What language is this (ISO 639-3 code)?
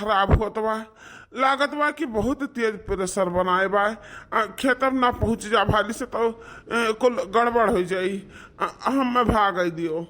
awa